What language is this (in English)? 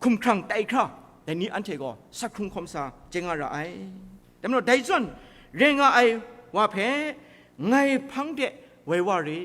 Kachin